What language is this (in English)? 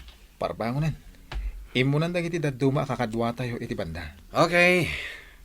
Iloko